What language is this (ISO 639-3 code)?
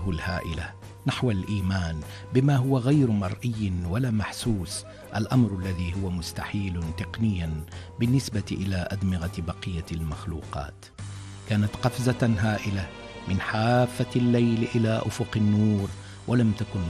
ara